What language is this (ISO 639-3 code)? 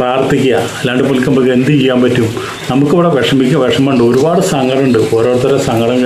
mal